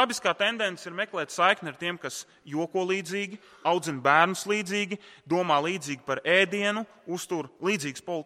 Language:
Latvian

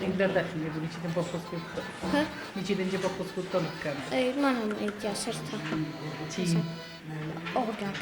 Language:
Ossetic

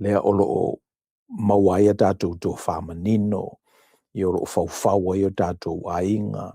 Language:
Samoan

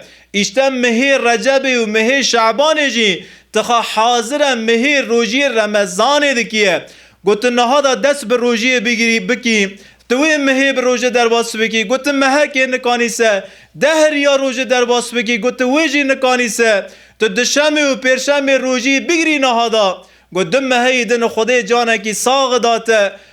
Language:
Kurdish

